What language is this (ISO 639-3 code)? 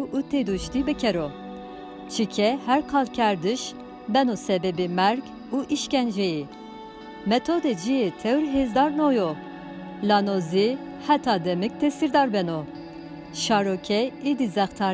zza